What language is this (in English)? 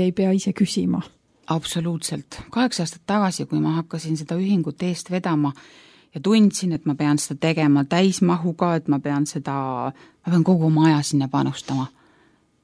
Estonian